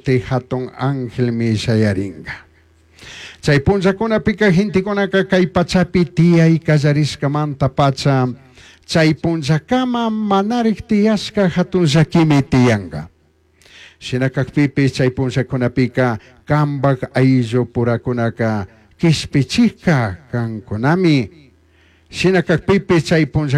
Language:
Chimborazo Highland Quichua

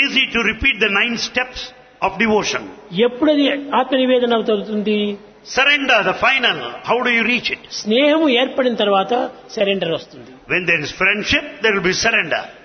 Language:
Telugu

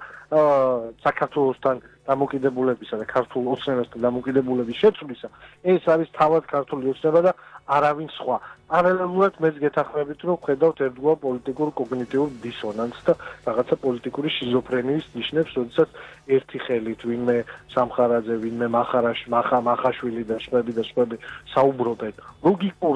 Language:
Georgian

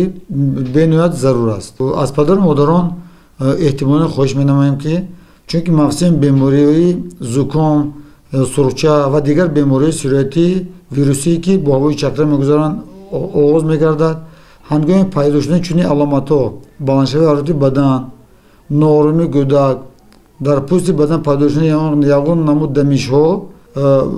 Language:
Tajik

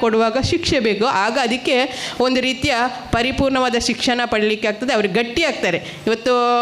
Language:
Kannada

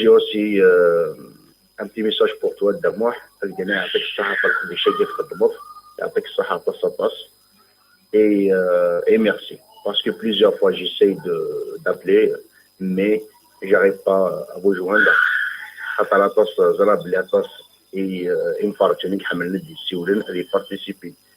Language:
Kabyle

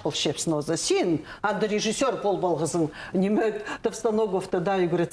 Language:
Khakas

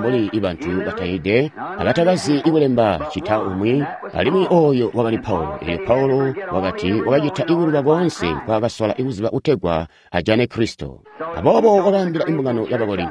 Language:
Tonga (Zambia)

